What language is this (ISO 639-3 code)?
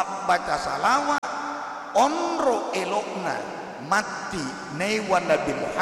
bug